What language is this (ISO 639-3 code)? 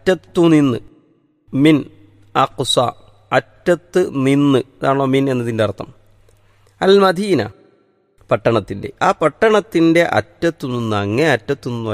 mal